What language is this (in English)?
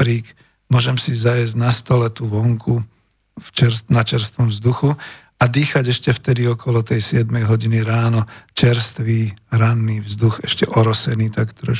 Slovak